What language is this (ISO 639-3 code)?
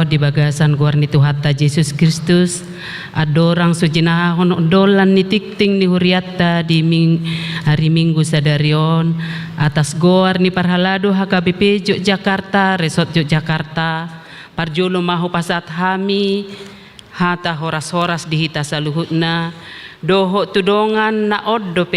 bbc